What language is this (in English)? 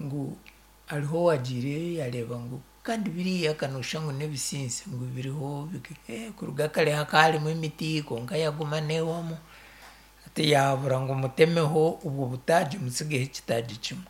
Nyankole